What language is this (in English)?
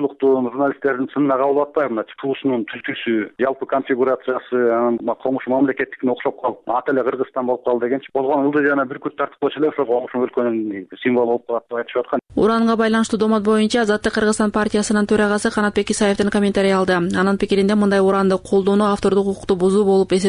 Kyrgyz